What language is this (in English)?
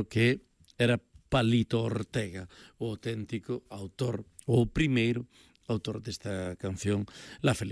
Galician